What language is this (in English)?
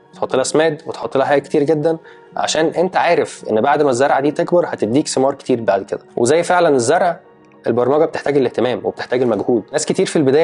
Egyptian Arabic